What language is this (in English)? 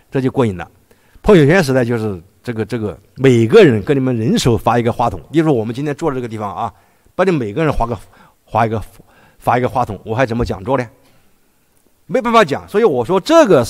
Chinese